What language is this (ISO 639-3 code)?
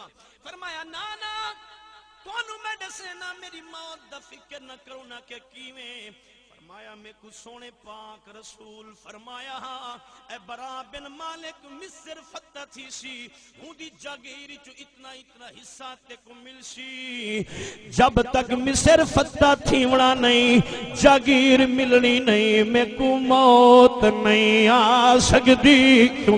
skr